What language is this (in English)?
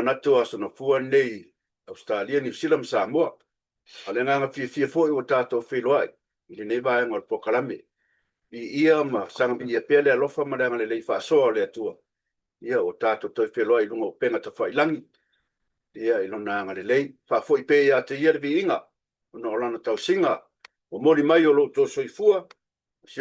Samoan